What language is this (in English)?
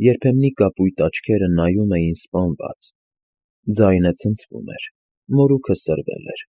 Armenian